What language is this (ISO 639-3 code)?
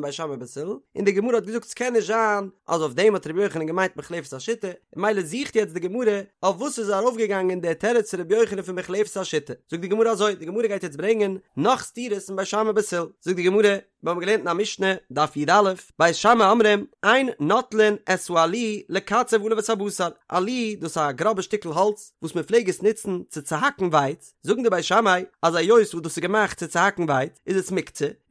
yid